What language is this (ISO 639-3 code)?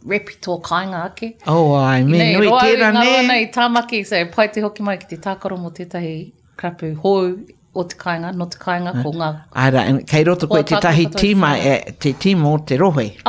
mri